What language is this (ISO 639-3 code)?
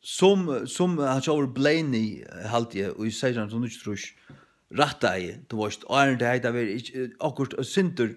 fao